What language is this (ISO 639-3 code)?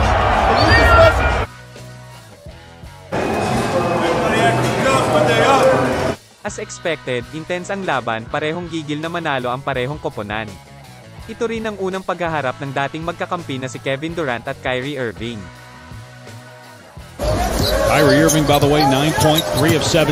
fil